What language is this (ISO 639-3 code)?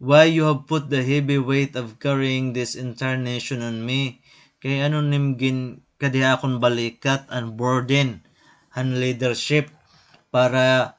war